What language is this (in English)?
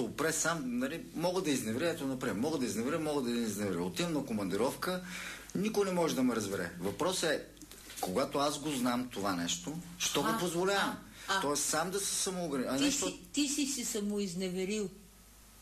Bulgarian